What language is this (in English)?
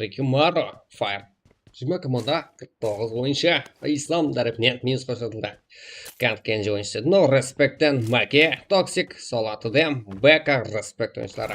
Kara-Kalpak